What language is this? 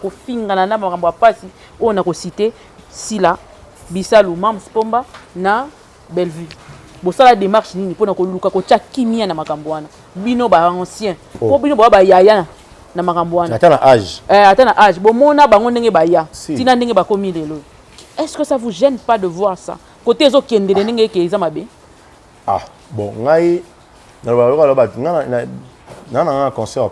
Lingala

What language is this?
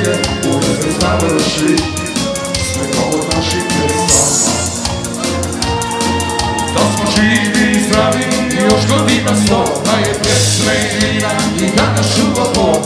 Croatian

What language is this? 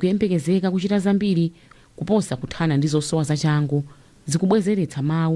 Nyanja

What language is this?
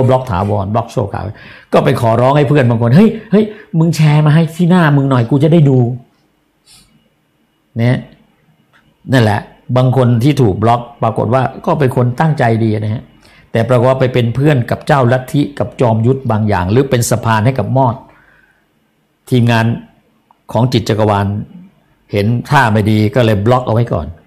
Thai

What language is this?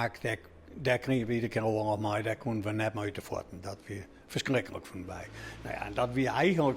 Western Frisian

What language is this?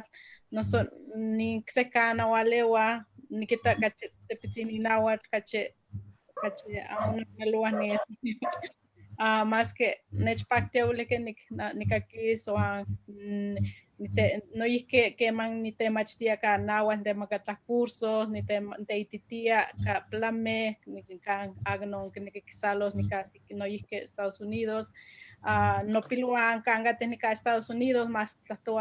Eastern Huasteca Nahuatl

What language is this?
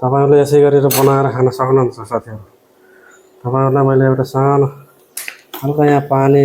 Nepali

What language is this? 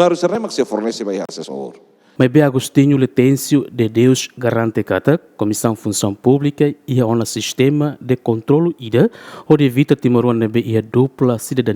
Tetum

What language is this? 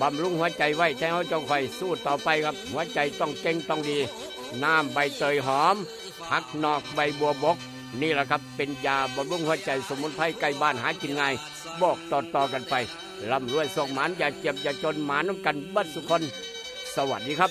Northeastern Thai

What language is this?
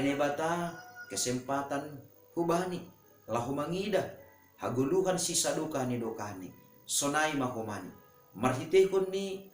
Batak Simalungun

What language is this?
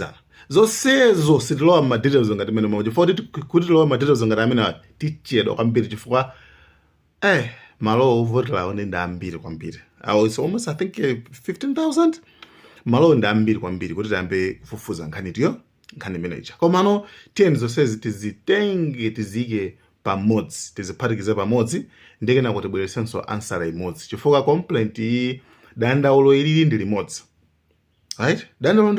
Nyanja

